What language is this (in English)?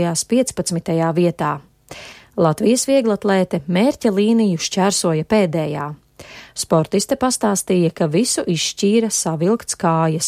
Latvian